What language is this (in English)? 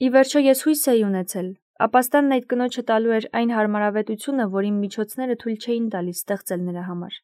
Armenian